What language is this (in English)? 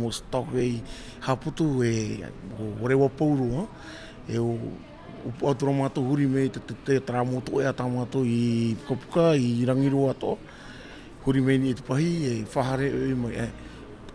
Tahitian